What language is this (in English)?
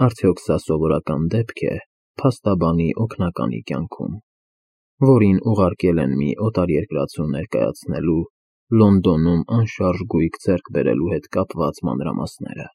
Armenian